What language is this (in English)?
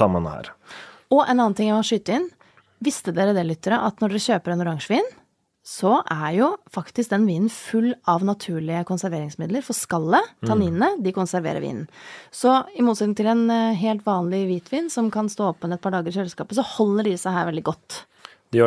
Norwegian